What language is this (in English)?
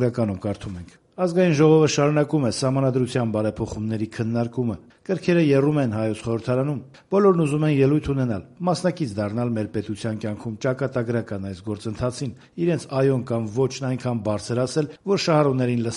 Armenian